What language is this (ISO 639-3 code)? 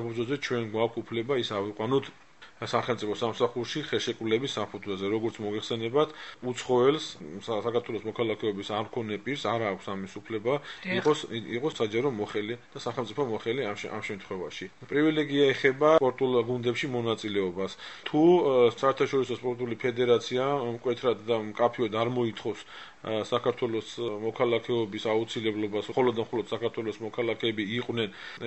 kat